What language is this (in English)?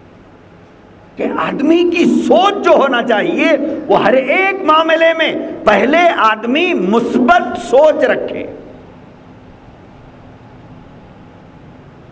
Urdu